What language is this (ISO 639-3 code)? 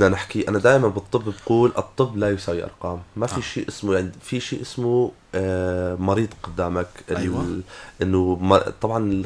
apc